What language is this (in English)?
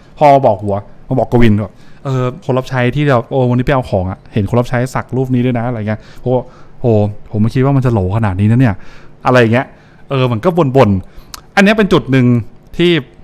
Thai